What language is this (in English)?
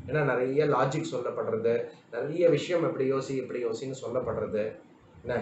Tamil